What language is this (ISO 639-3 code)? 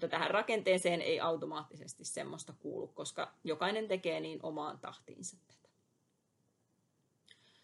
fin